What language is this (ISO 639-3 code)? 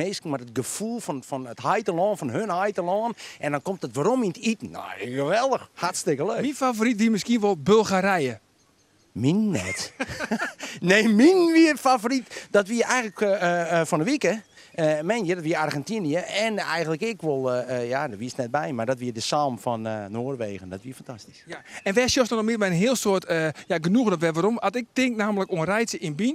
fry